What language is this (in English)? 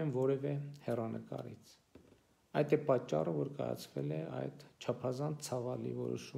Armenian